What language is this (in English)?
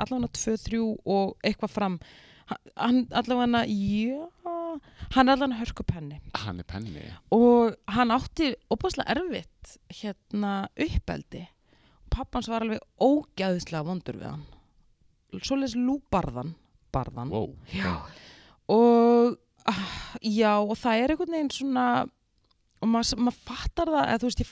Icelandic